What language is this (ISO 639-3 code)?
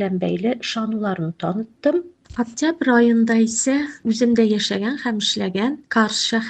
tat